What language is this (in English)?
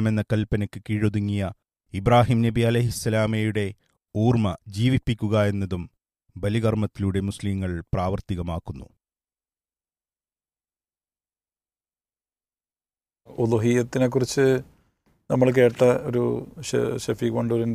Malayalam